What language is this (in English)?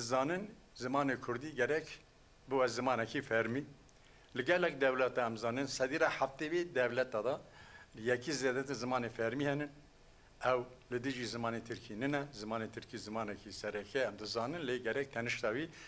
Kurdish